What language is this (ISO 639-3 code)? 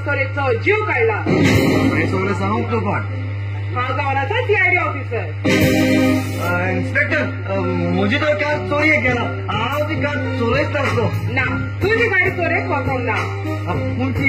kok